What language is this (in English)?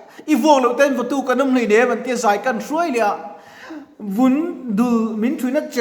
Mizo